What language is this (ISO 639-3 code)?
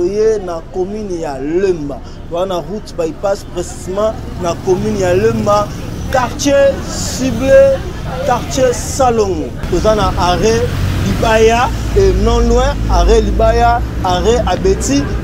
lin